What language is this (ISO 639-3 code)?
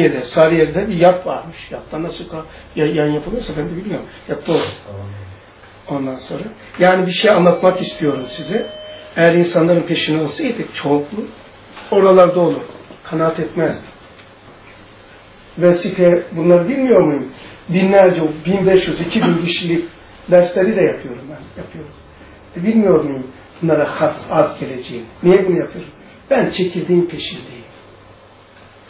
tur